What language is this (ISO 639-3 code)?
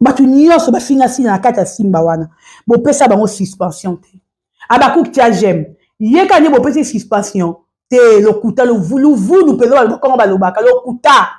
lin